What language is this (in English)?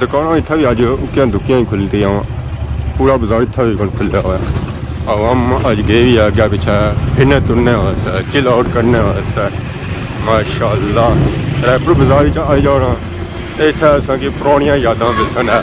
Pahari-Potwari